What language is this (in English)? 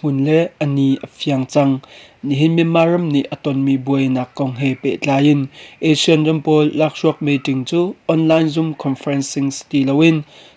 Hakha Chin